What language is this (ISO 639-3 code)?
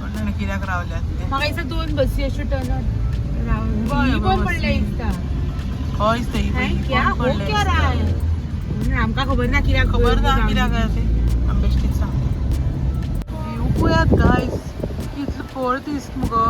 kok